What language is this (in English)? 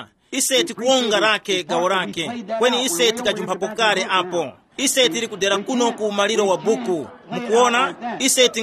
Tumbuka